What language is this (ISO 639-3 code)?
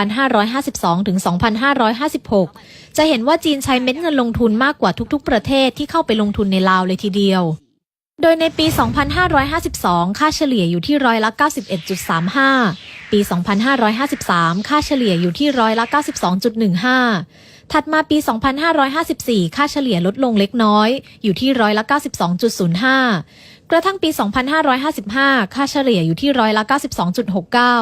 lao